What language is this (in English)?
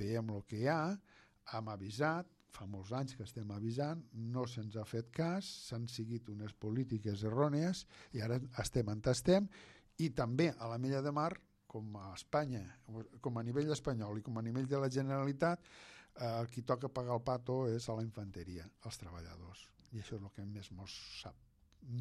Catalan